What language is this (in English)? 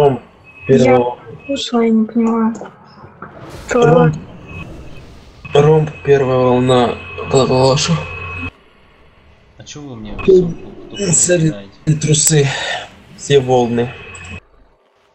Russian